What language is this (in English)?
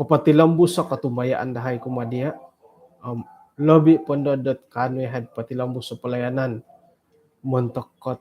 Central Dusun